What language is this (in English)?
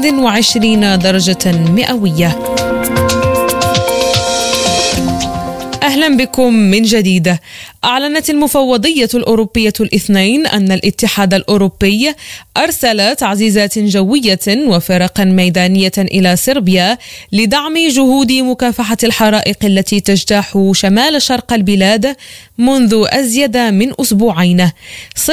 Arabic